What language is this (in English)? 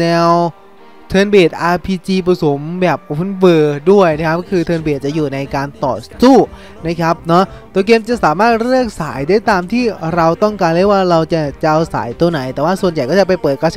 Thai